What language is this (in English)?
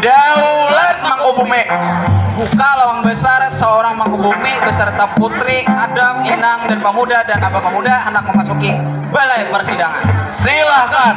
Banjar